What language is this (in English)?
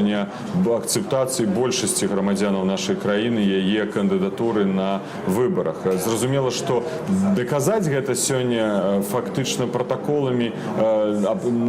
Belarusian